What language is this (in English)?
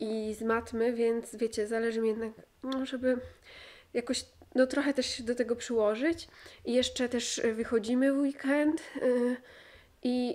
Polish